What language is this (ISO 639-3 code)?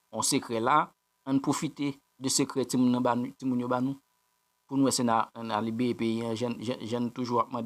hat